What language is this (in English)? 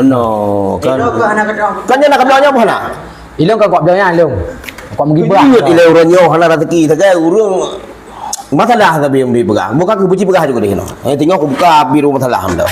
Achinese